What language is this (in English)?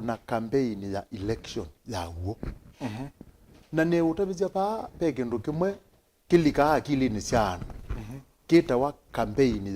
Kamba